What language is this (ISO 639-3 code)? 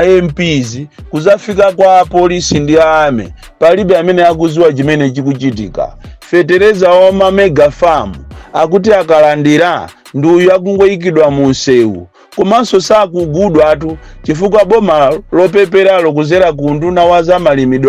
nya